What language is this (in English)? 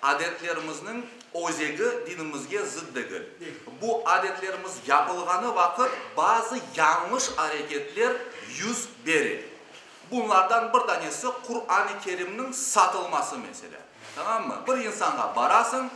Crimean Tatar